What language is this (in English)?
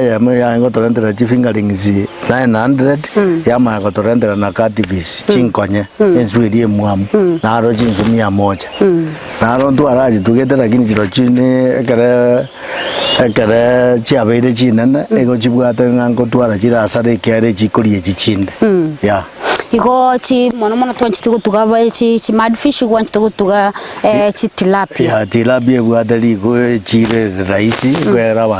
Gusii